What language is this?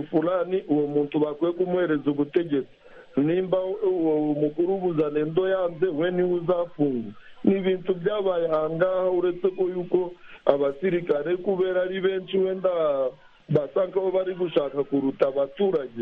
Kinyarwanda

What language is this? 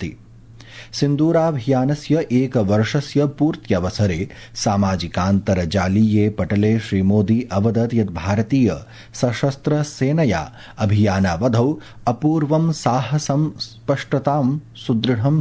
Sanskrit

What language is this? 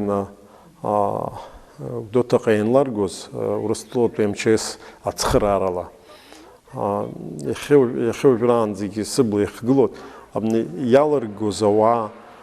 Abkhazian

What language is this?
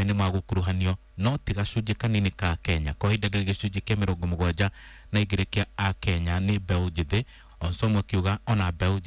Kikuyu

